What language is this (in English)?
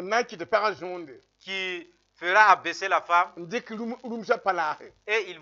Mossi